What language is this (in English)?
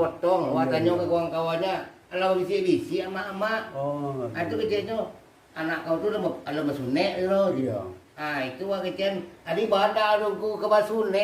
Minangkabau